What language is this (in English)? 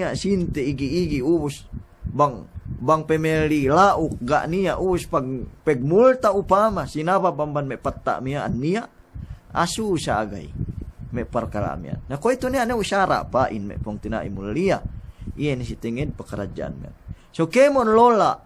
Yakan